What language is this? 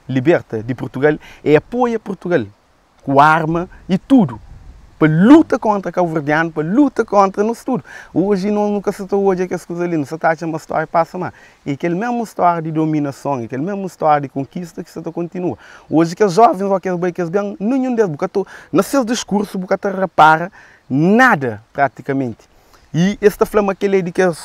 Kabuverdianu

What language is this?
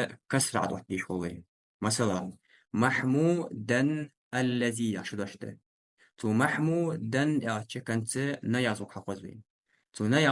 Ingush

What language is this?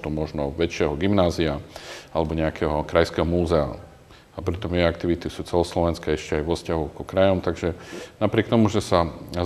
Slovak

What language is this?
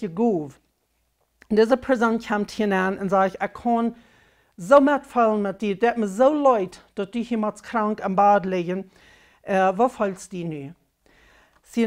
Plautdietsch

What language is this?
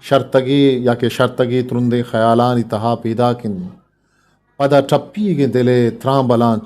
Eastern Balochi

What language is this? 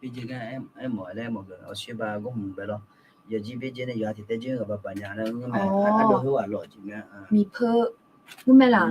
Akha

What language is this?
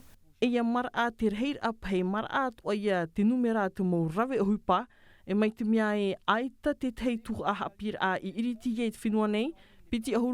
Tahitian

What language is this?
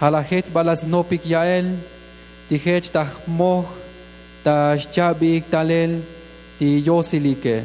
Tzotzil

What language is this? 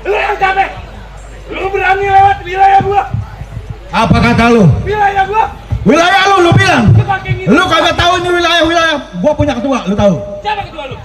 Betawi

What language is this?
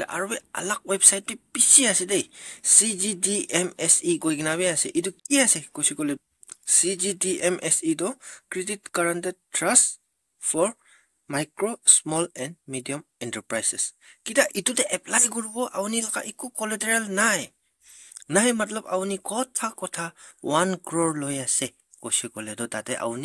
Naga Pidgin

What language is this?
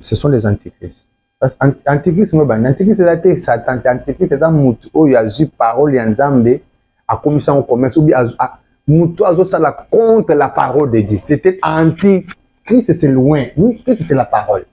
Lingala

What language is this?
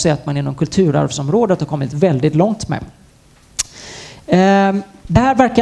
Swedish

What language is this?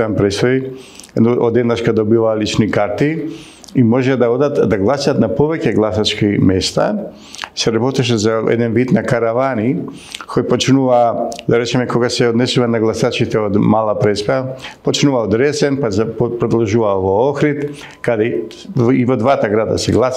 Macedonian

